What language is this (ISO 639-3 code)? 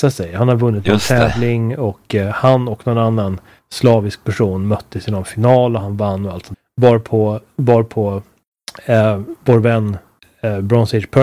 swe